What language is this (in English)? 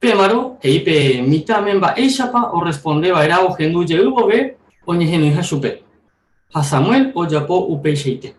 Guarani